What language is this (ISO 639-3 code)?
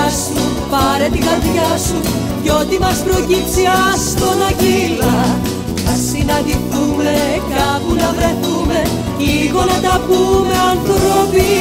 ell